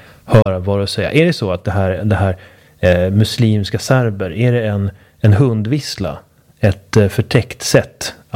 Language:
Swedish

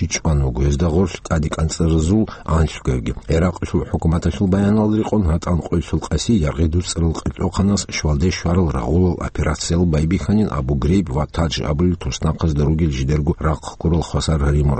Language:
Avaric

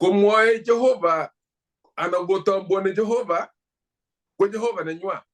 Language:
Kalenjin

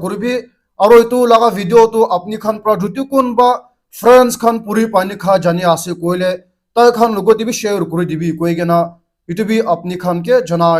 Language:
Naga Pidgin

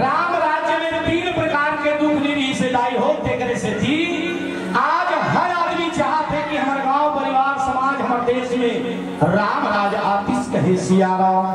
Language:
Chhattisgarhi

